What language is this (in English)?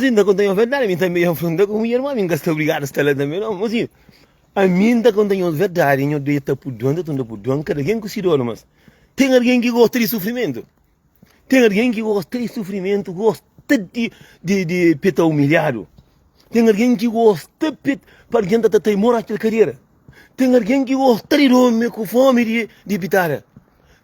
Kabuverdianu